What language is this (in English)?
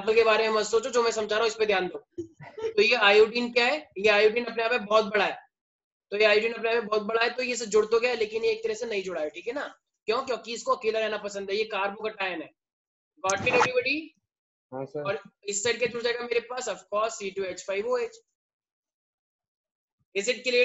Hindi